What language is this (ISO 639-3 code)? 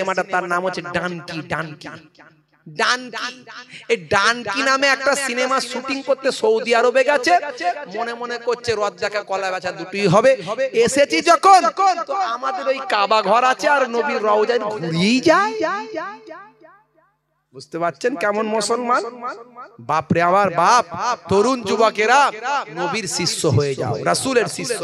ben